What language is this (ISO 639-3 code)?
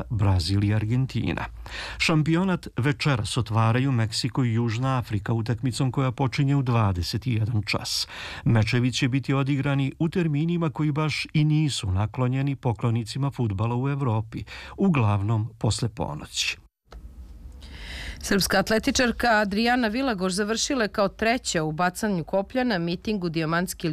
srp